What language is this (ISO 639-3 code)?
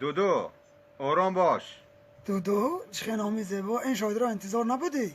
tgk